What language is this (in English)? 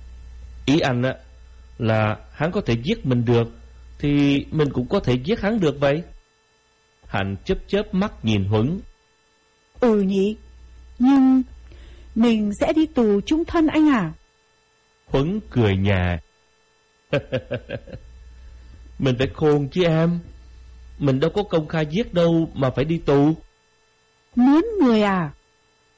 Vietnamese